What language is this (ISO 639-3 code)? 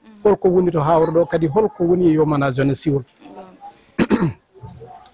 ful